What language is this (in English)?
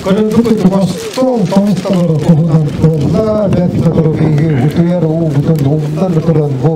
Yakut